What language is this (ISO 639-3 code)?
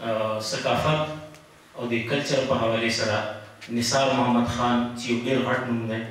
pus